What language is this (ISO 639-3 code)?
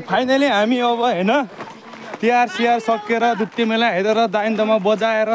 nep